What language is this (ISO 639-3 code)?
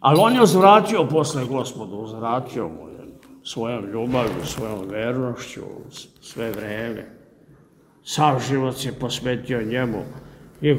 srp